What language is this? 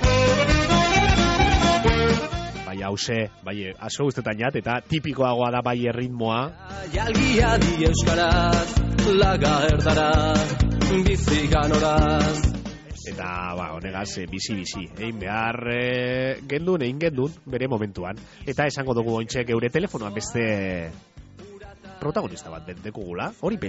Basque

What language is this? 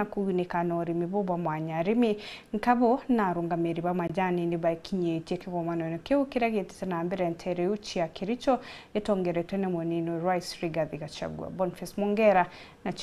Meru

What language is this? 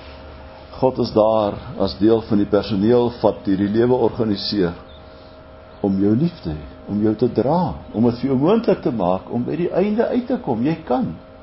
Afrikaans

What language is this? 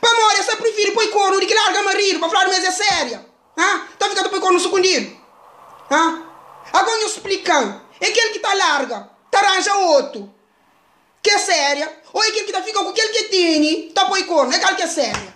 Kabuverdianu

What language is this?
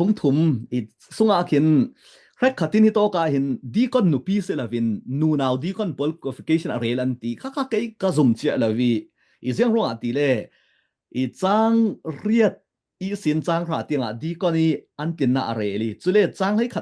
Falam Chin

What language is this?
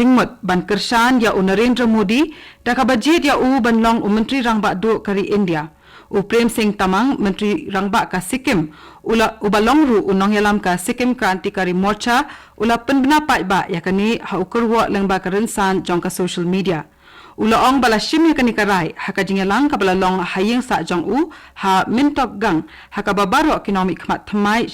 Khasi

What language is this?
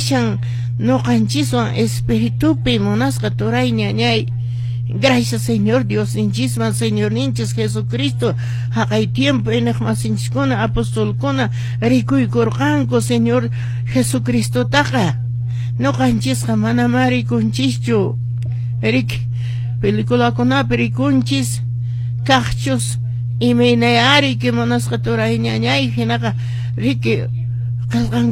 Quechua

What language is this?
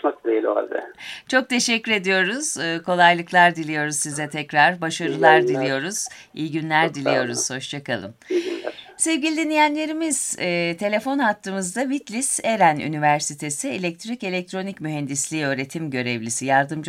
Turkish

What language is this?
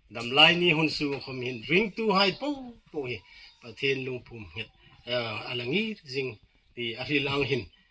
Hmar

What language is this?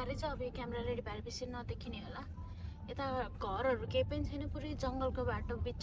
Nepali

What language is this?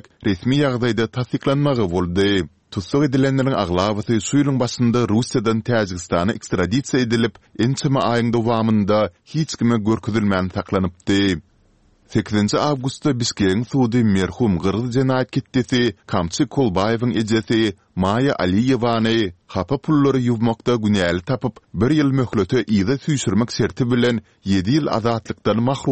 Kyrgyz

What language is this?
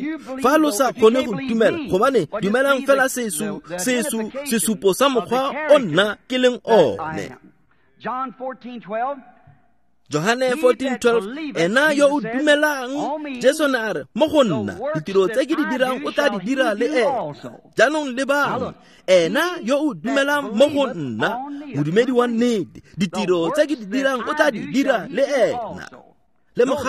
Tswana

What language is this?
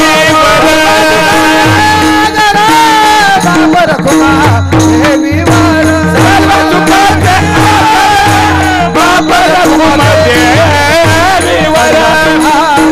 Marathi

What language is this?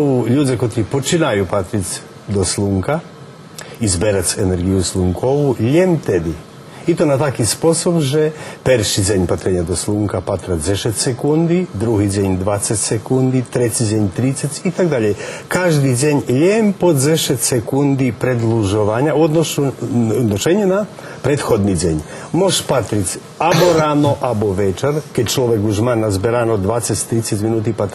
Rusyn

